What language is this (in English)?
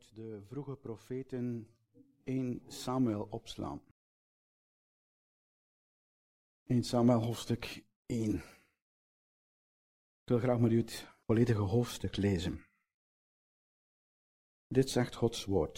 Dutch